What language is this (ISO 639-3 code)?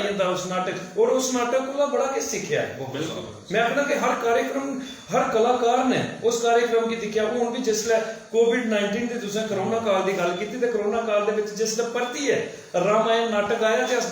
doi